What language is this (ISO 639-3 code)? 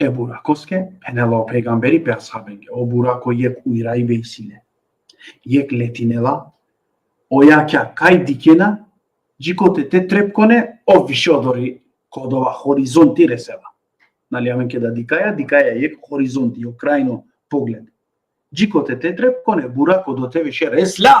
rmn